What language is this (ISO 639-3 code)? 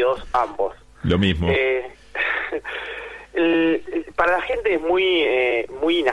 spa